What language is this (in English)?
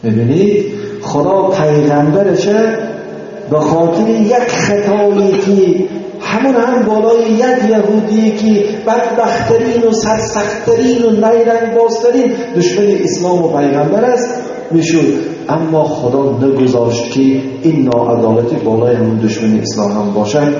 Tajik